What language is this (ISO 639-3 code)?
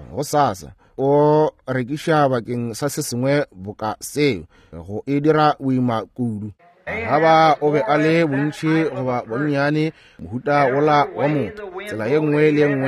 nso